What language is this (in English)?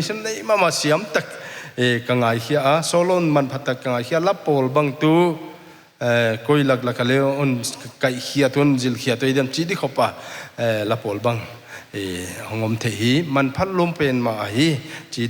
Paite Chin